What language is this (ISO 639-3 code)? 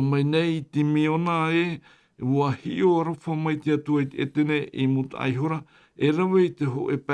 tah